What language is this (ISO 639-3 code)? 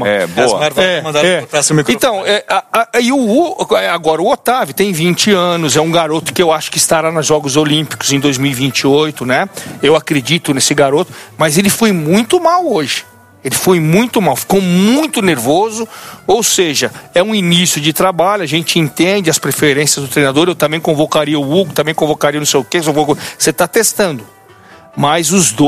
por